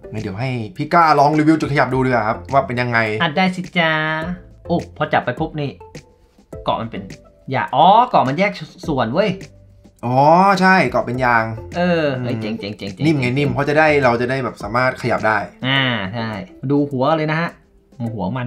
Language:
Thai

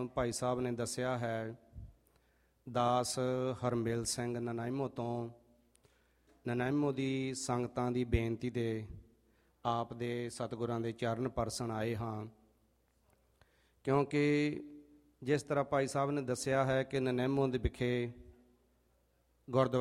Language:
Punjabi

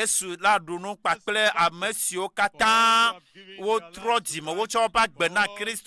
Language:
Ewe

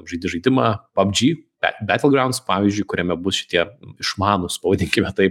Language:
Lithuanian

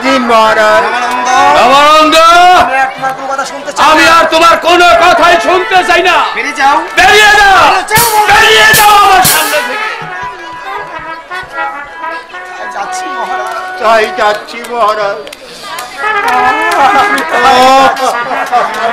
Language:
Bangla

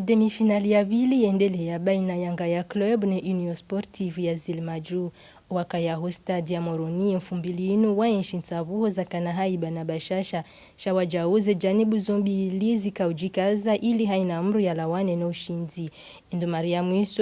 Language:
Ngazidja Comorian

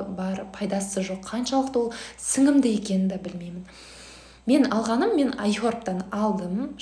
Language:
Kazakh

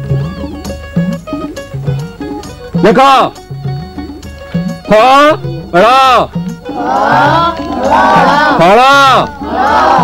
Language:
Odia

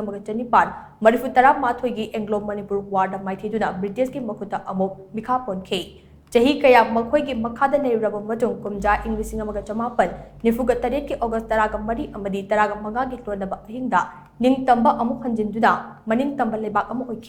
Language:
Manipuri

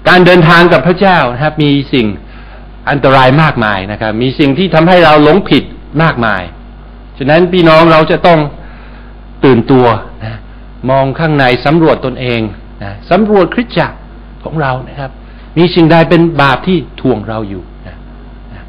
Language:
Thai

